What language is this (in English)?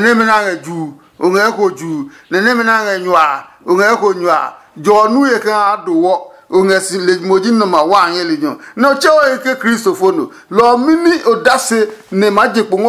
Adangme